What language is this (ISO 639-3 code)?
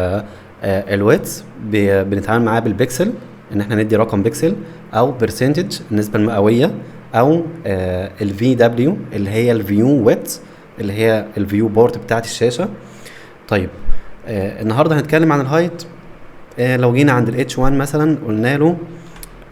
arz